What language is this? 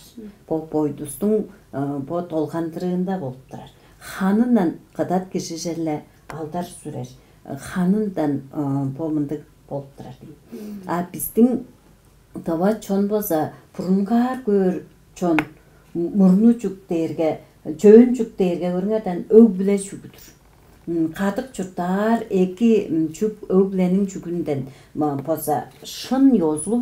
Tuvinian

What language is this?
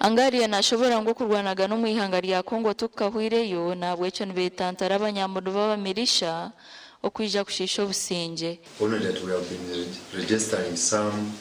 Nyankole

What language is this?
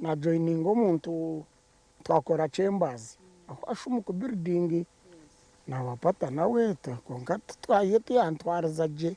Nyankole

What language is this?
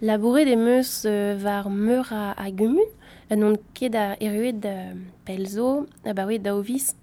Breton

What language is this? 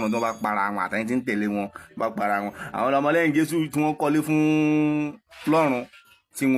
Yoruba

